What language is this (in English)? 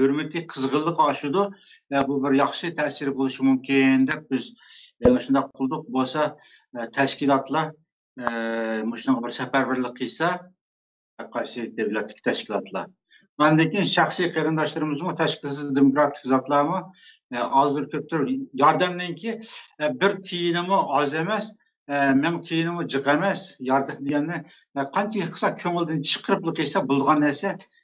Uyghur